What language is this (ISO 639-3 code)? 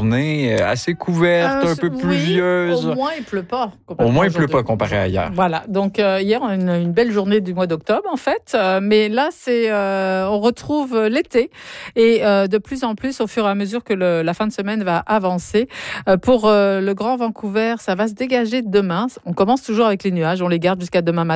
fra